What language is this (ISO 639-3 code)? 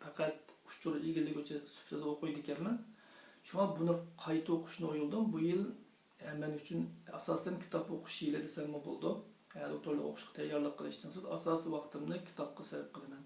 uig